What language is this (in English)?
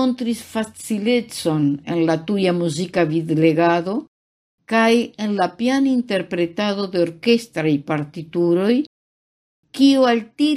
Esperanto